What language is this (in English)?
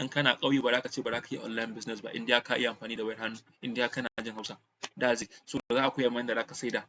Hausa